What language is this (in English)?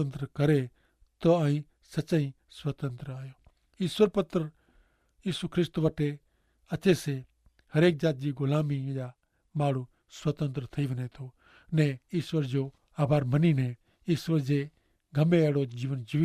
Kachhi